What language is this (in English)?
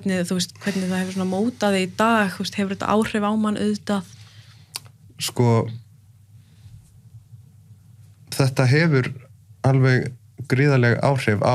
Icelandic